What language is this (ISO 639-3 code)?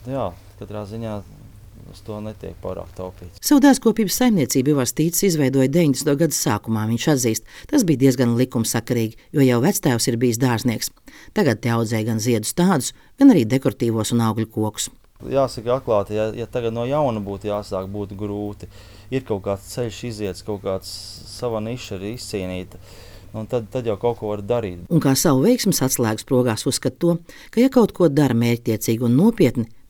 lav